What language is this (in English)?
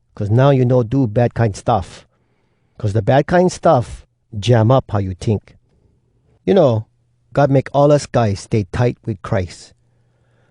Hawai'i Creole English